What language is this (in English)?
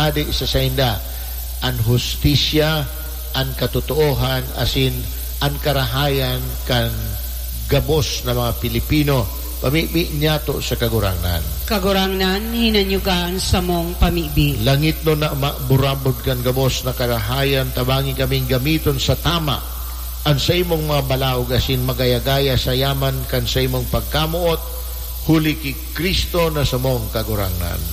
Bikol